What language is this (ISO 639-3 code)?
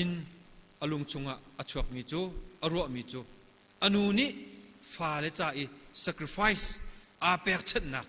cnh